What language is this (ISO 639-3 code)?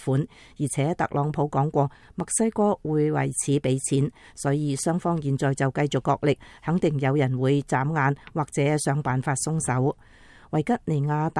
yue